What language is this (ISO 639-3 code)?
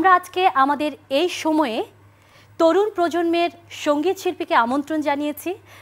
ben